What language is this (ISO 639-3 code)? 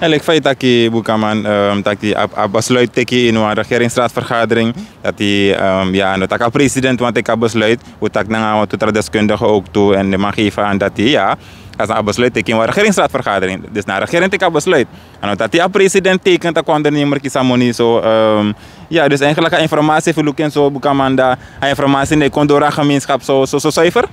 srn